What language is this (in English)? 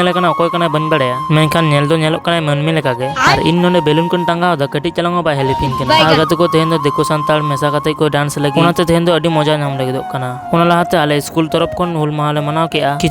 Santali